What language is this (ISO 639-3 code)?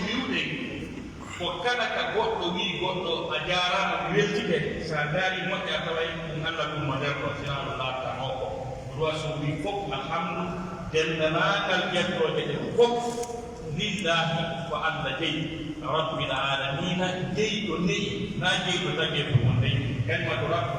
fuf